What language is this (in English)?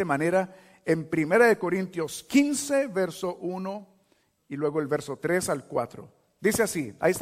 Spanish